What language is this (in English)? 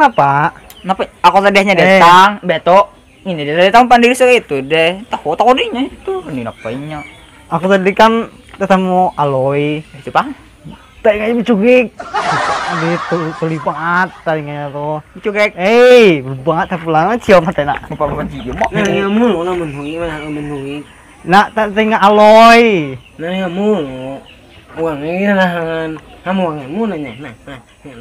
Banjar